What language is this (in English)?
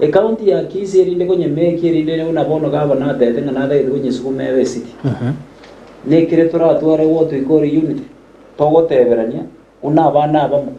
Gusii